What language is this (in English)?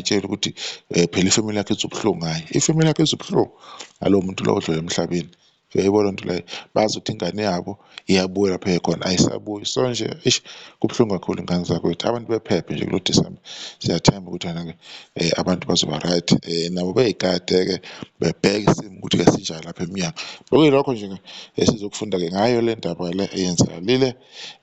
Zulu